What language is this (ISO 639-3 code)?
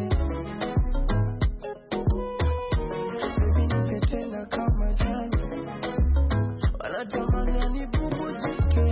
swa